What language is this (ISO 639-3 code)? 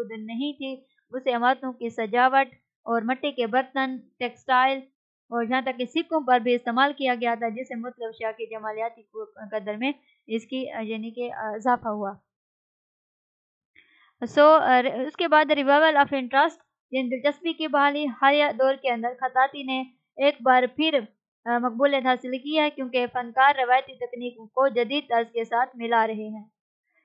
urd